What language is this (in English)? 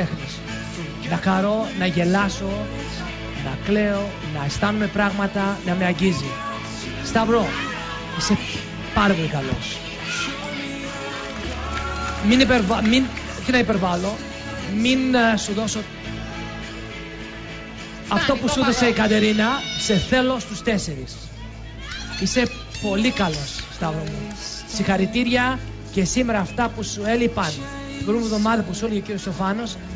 Greek